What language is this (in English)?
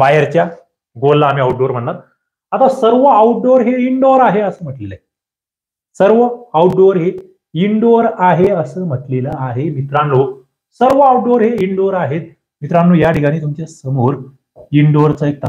Marathi